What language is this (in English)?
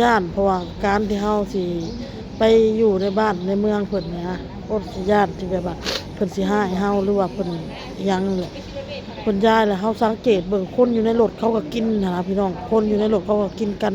Northeastern Thai